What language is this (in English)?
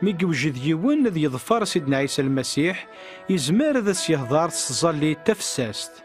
Kabyle